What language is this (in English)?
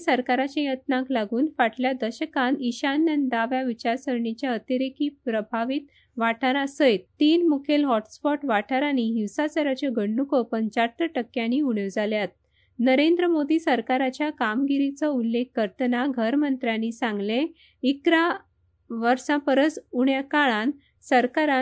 Konkani